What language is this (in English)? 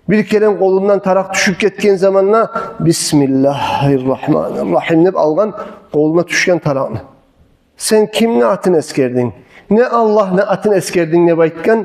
Kumyk